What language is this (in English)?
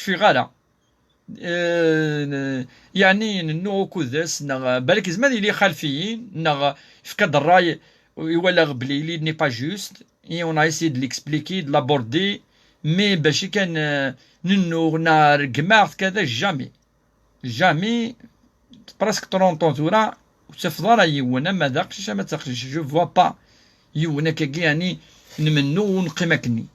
Kabyle